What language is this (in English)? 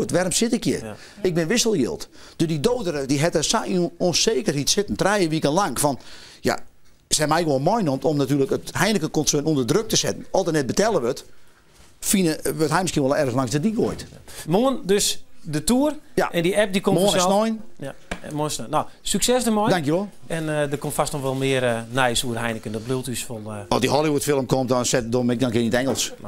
Western Frisian